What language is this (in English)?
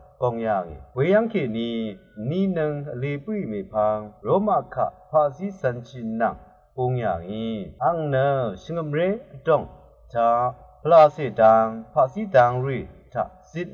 Rawang